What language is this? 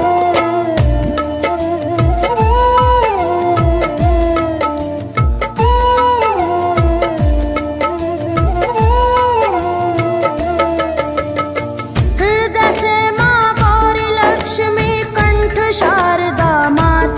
Hindi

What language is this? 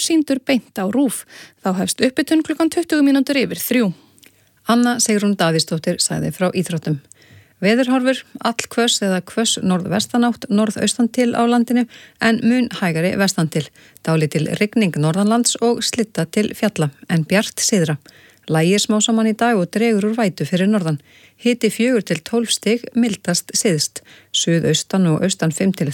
Icelandic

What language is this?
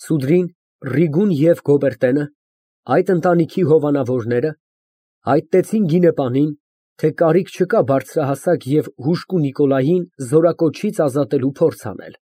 Armenian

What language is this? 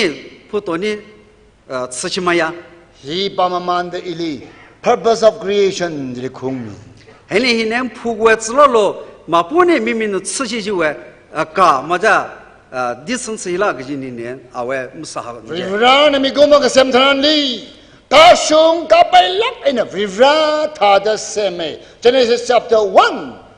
Tangkhul Naga (India)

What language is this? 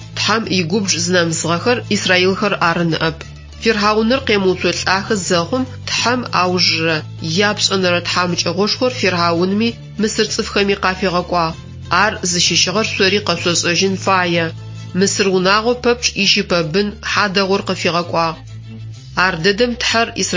Adyghe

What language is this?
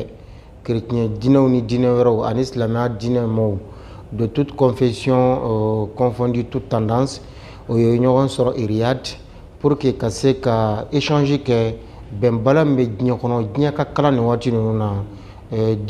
Bambara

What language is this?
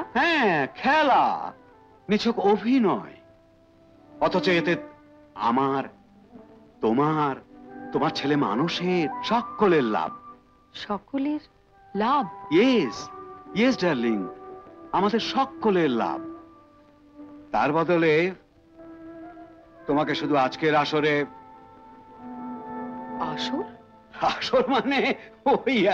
Bangla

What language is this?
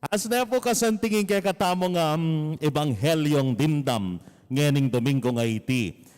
Pampanga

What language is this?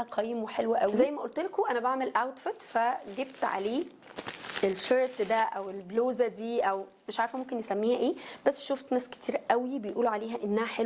Egyptian Arabic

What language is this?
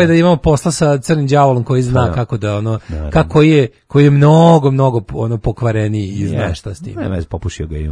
Serbian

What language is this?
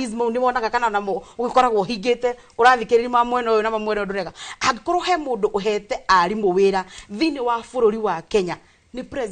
Kikuyu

